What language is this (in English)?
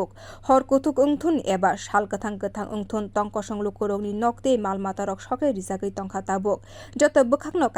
Kok Borok